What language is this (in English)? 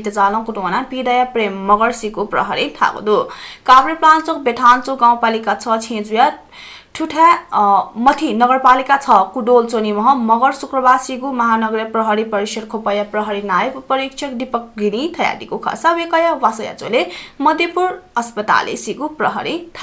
Newari